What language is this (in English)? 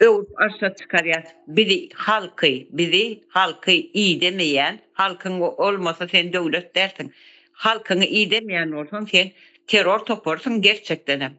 Turkmen